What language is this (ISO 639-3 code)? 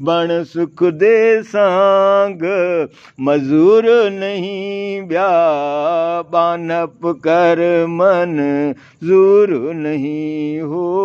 skr